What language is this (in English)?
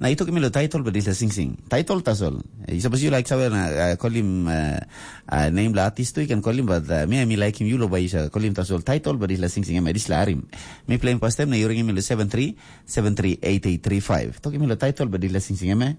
Tok Pisin